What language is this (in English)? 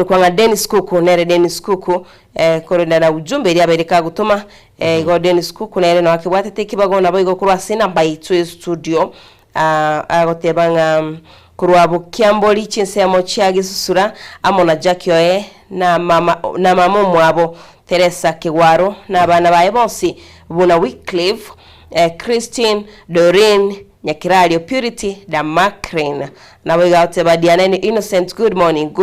Gusii